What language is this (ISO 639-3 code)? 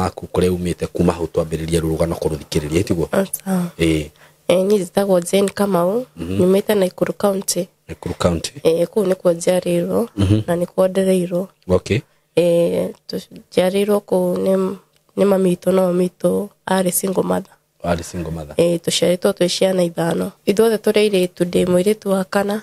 kik